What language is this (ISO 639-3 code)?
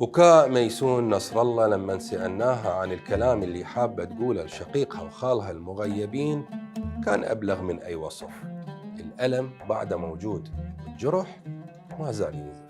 acm